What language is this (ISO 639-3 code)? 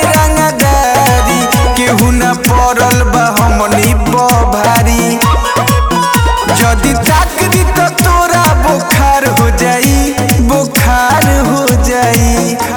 bho